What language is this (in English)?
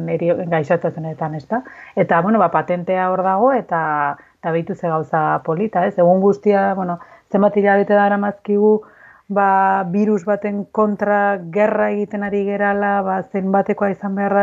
Basque